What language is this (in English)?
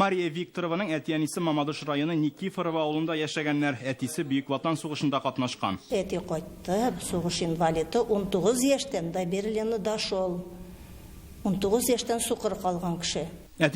Tatar